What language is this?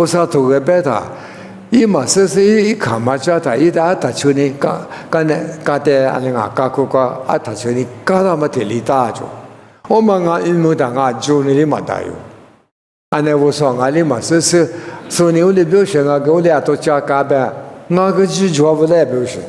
Lisu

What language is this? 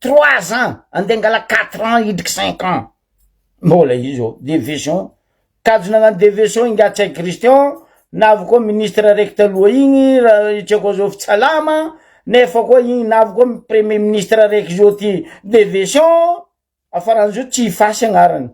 Malagasy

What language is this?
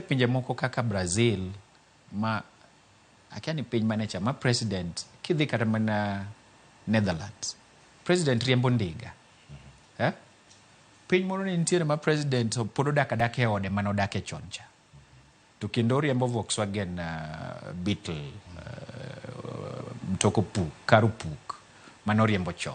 Luo (Kenya and Tanzania)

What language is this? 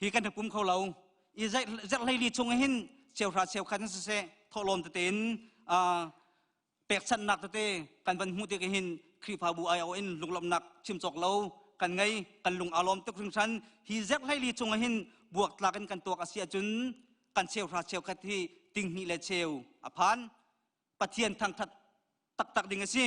Hakha Chin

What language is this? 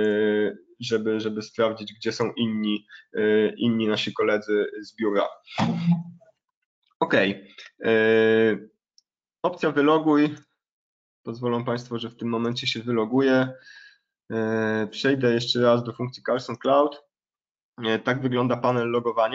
Polish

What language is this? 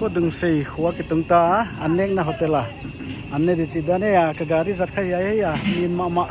Paite Chin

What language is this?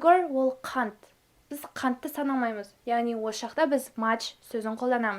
Kazakh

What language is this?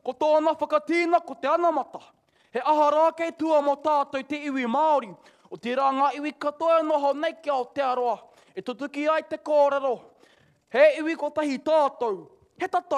Māori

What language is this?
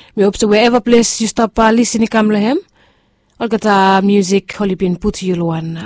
Bislama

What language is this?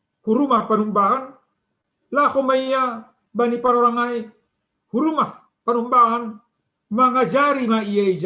Batak Simalungun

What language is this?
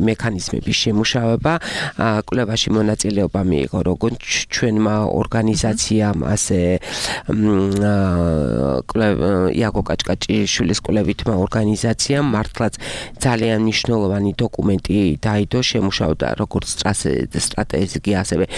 Georgian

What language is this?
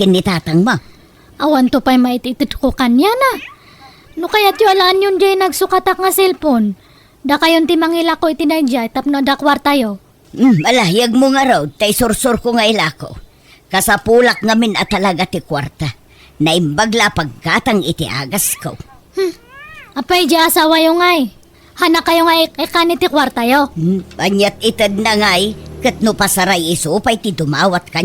Iloko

